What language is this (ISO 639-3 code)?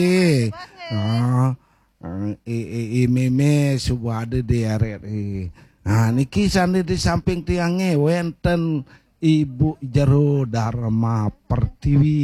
ban